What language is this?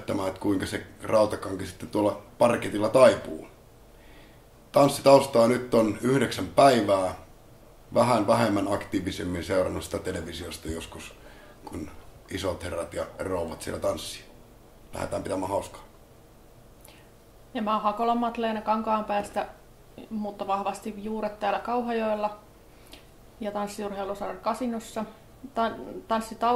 Finnish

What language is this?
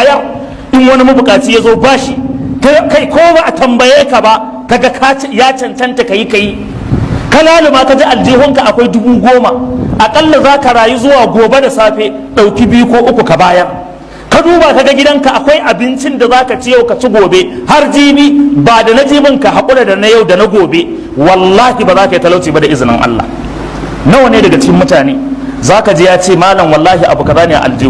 Hausa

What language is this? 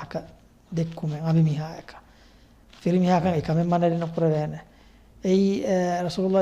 Divehi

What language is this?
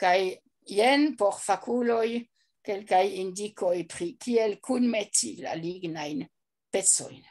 Esperanto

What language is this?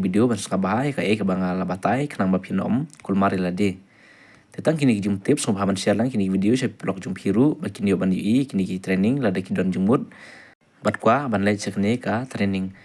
Khasi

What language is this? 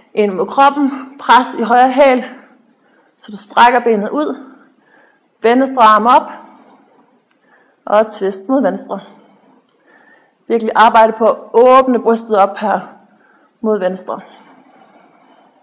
Danish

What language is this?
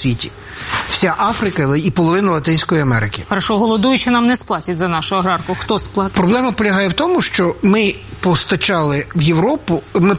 Ukrainian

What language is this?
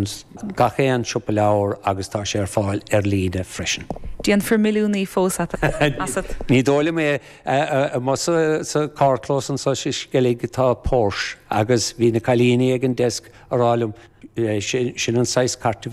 Irish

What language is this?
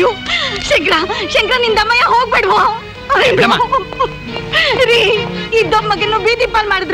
Kannada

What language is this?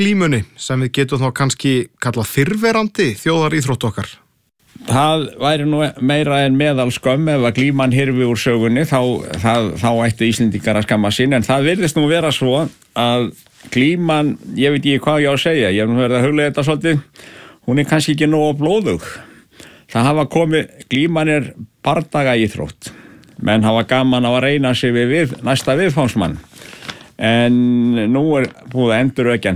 Icelandic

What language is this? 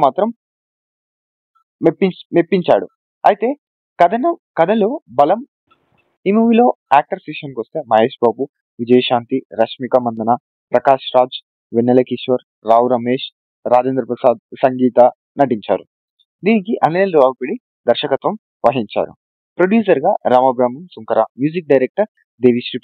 Telugu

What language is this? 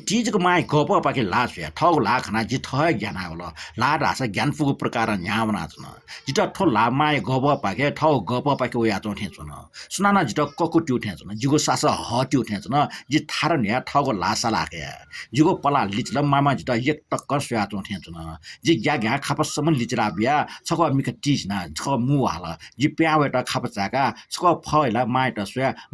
Newari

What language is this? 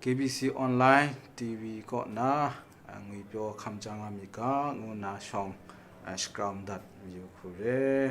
Kachin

